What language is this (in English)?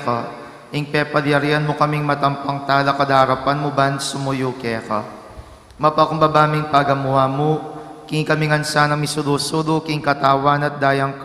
Pampanga